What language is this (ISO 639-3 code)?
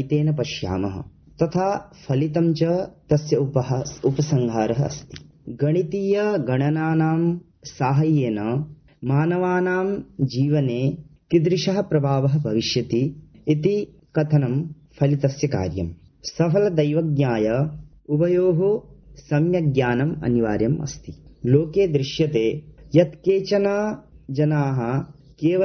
san